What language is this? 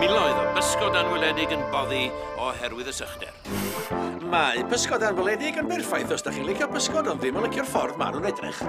Welsh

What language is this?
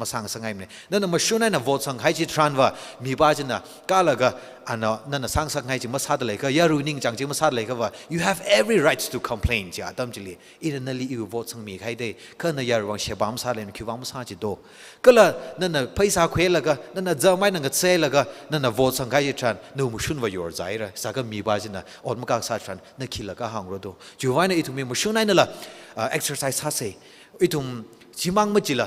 Tangkhul Naga (India)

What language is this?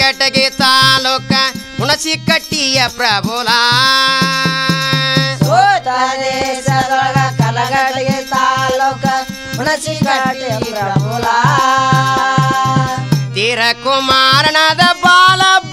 Kannada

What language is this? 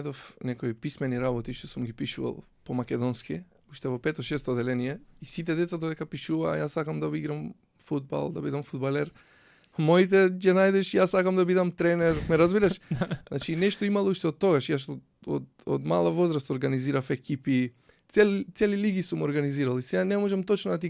Macedonian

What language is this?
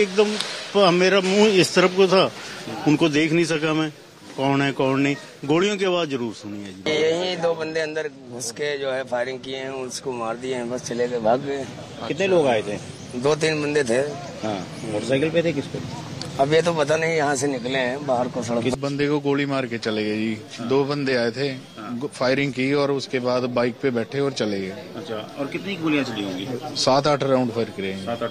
Hindi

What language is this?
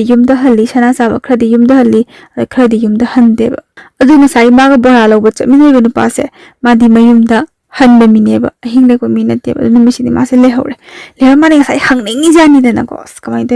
Manipuri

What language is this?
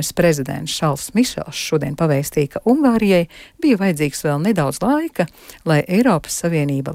Latvian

